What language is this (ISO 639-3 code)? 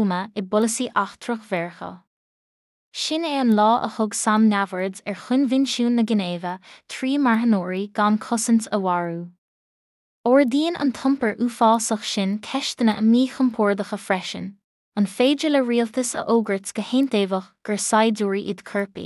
gle